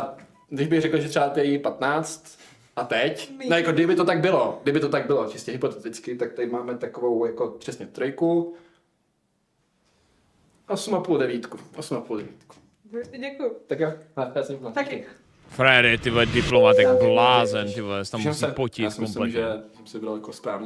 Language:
Czech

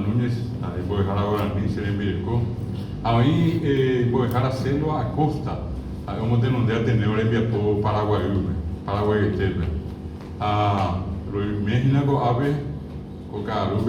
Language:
Guarani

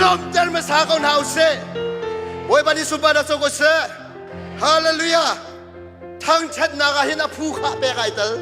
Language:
Hakha Chin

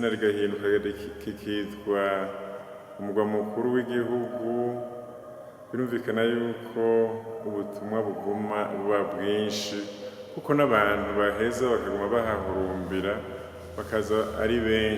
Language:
Rundi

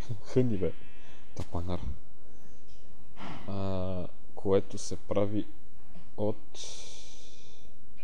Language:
Bulgarian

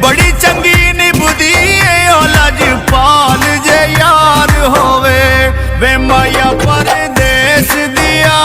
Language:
Pahari-Potwari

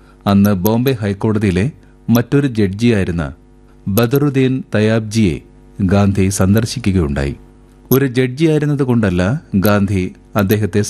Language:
Malayalam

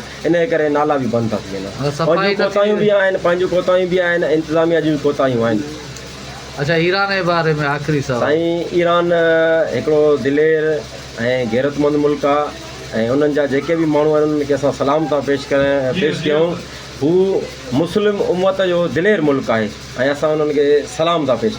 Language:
Sindhi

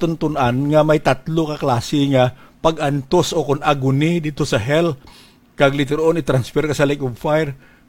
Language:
Hiligaynon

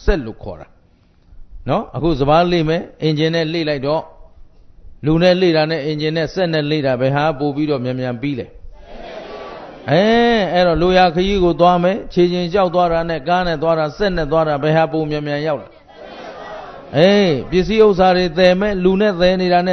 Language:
Burmese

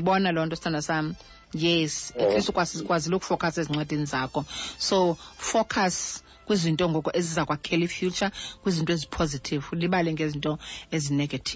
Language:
Xhosa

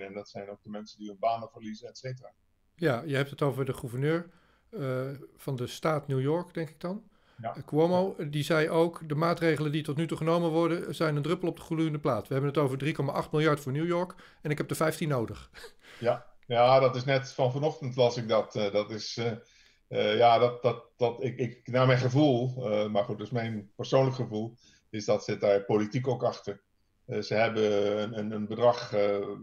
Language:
Dutch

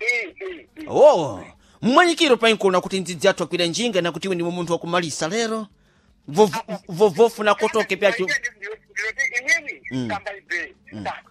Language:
Sena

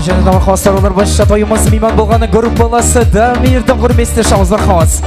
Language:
Kara-Kalpak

